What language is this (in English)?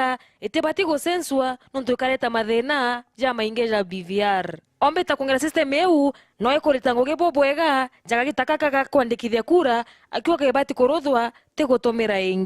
Meru